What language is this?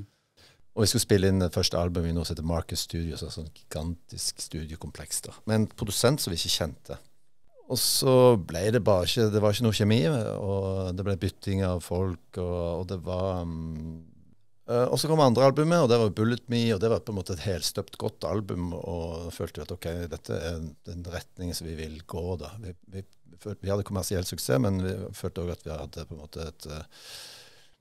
Norwegian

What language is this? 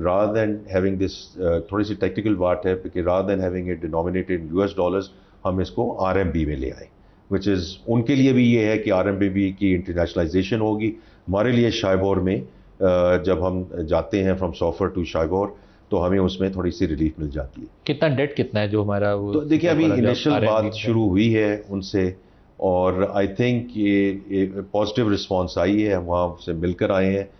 Urdu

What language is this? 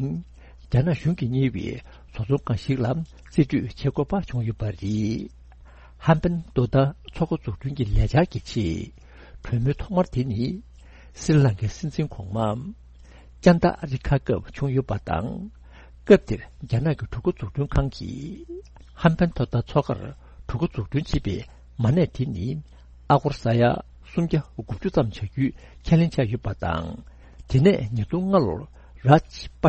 Tibetan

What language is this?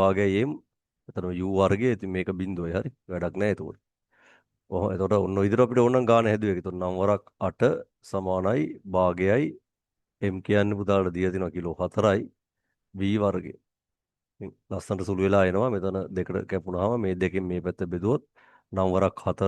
Sinhala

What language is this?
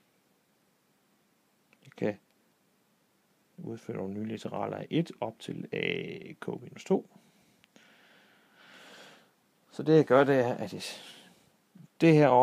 Danish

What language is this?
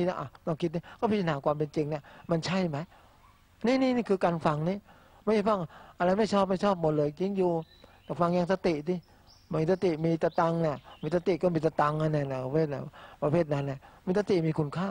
Thai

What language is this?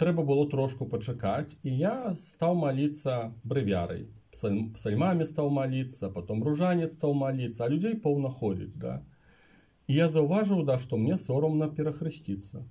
Belarusian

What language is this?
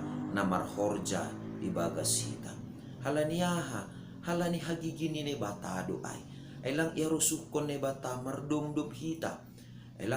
Batak Simalungun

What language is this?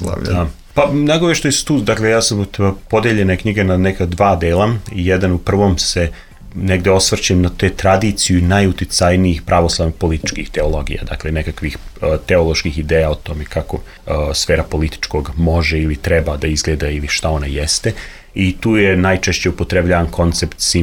Serbian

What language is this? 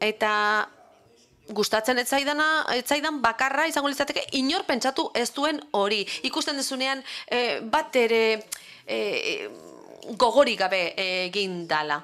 Basque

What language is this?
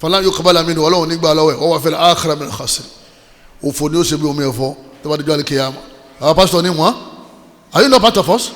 Yoruba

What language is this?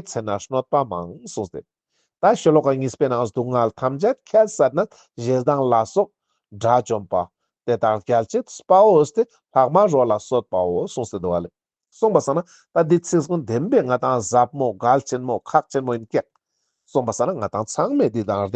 Ladakhi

